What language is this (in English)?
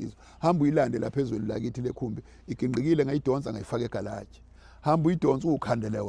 Zulu